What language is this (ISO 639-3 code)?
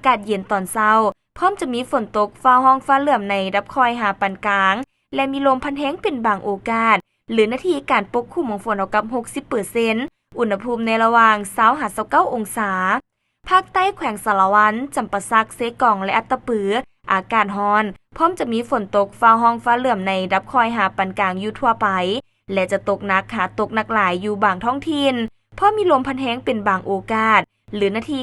lao